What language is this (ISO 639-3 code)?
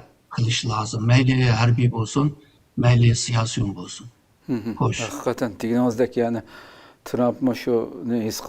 uig